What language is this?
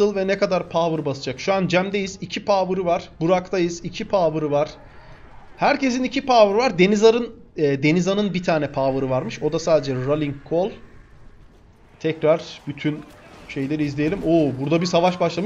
Turkish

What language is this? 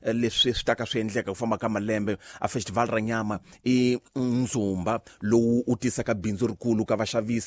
Tsonga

